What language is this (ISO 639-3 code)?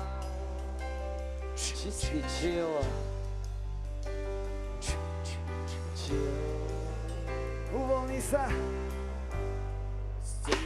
slk